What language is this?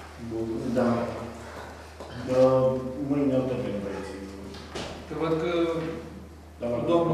Romanian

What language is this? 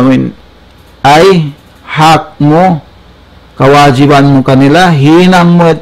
Tausug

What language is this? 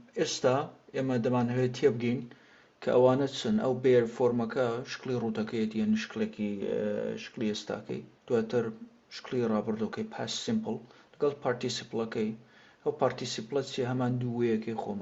Central Kurdish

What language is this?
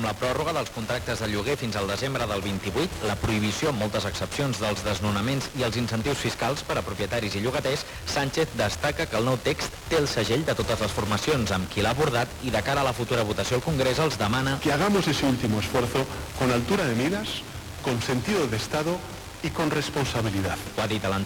Catalan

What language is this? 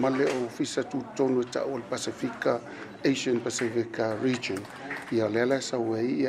Samoan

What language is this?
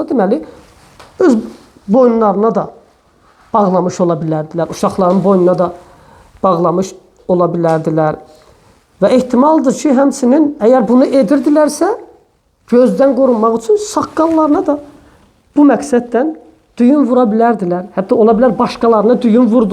Azerbaijani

